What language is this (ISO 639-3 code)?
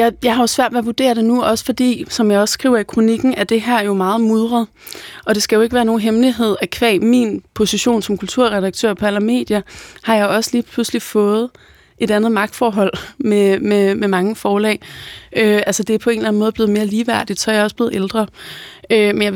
dan